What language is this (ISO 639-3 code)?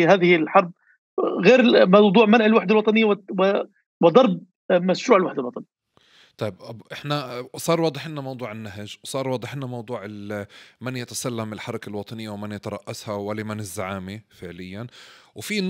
apc